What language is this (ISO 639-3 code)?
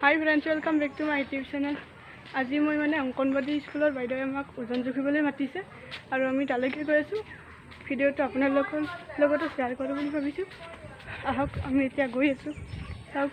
asm